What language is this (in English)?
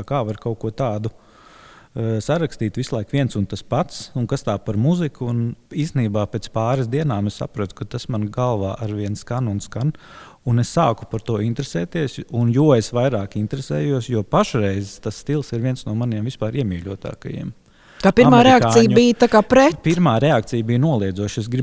Latvian